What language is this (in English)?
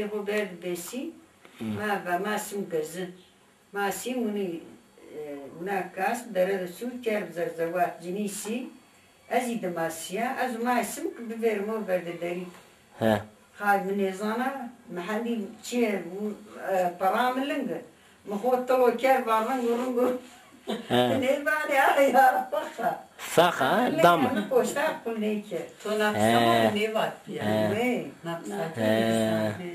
Zaza